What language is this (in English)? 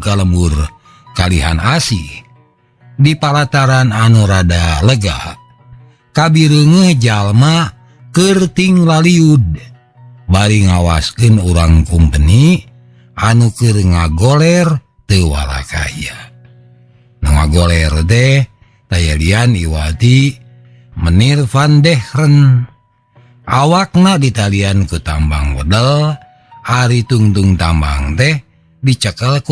Sundanese